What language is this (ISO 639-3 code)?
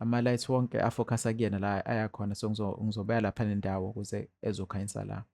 zul